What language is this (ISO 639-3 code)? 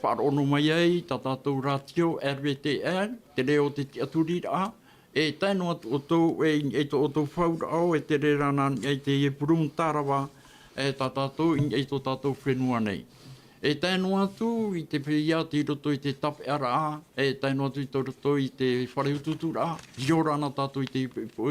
tah